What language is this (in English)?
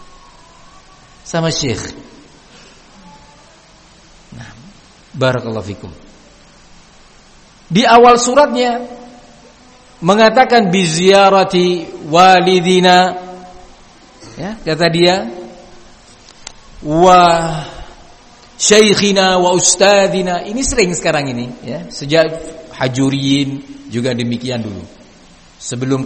Indonesian